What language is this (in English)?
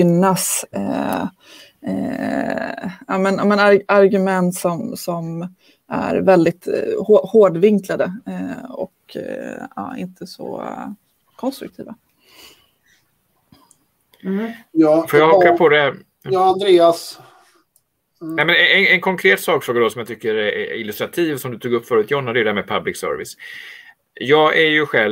Swedish